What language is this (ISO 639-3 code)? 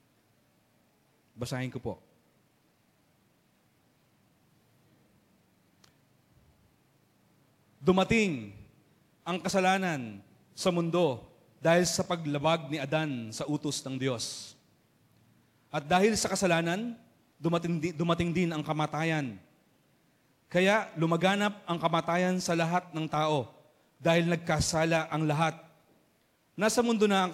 fil